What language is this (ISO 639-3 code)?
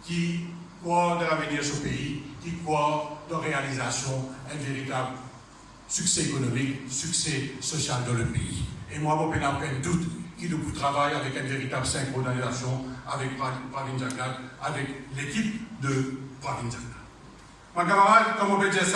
mfe